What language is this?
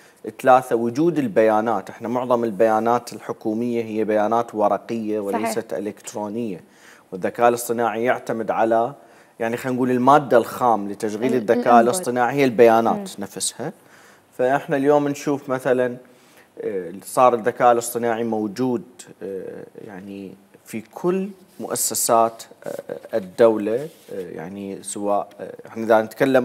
Mesopotamian Arabic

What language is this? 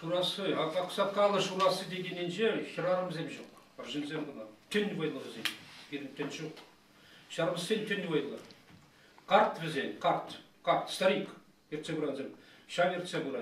Chuvash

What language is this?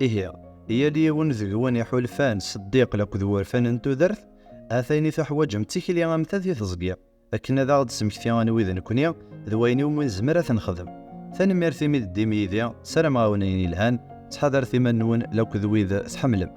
Kabyle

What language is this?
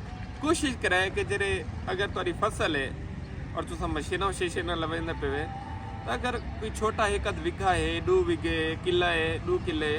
Saraiki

